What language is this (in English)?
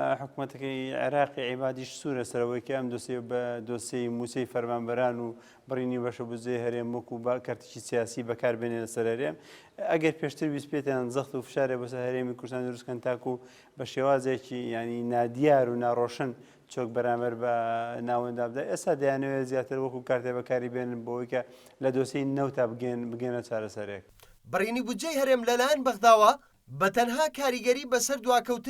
Central Kurdish